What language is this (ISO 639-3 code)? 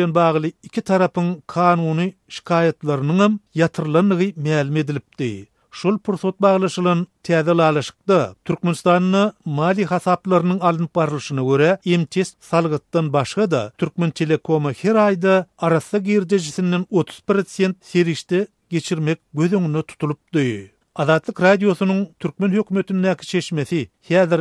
tuk